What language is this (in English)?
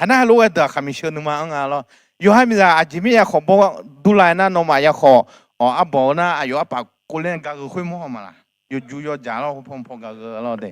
Akha